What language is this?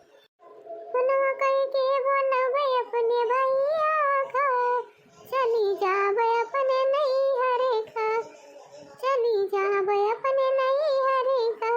Awadhi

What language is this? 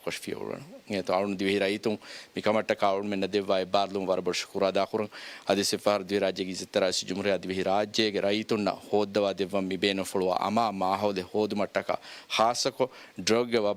Divehi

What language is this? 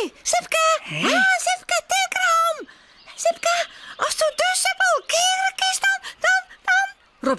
Western Frisian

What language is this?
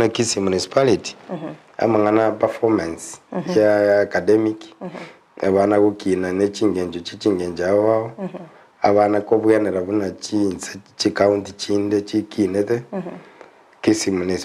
Gusii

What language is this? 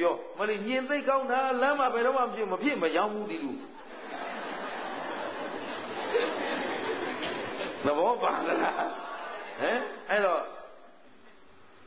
Burmese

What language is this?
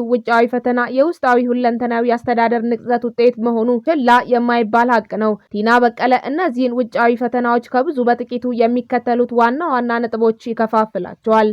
Amharic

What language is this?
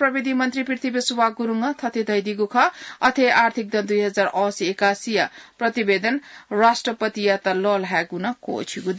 Newari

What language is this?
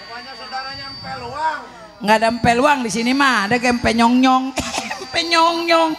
Betawi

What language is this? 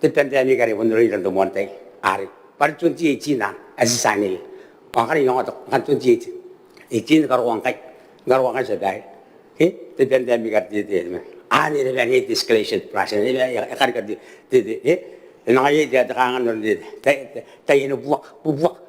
Gilbertese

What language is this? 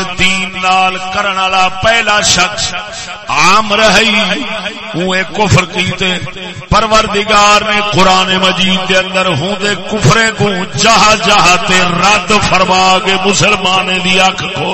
Saraiki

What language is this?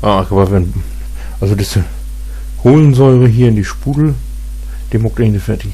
Low German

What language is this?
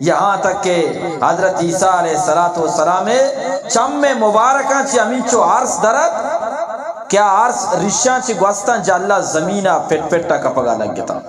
Eastern Balochi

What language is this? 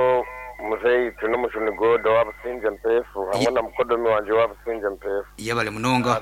Nyankole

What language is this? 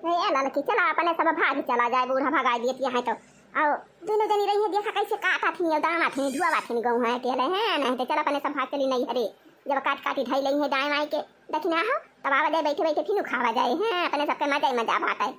Awadhi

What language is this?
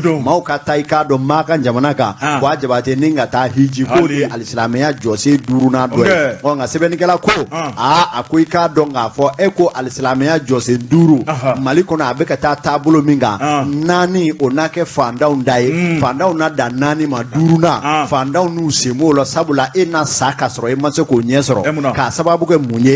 Bambara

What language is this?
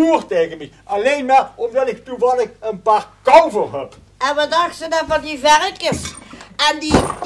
Limburgish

